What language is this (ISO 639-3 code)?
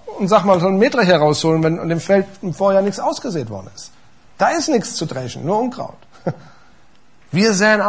deu